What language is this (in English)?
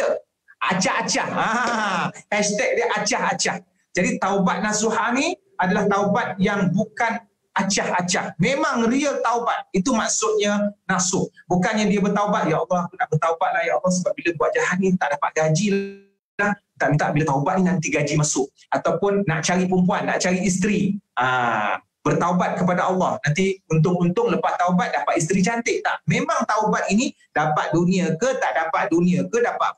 Malay